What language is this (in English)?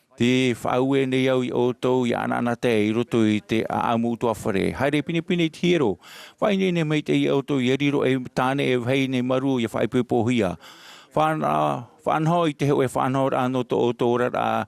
Tahitian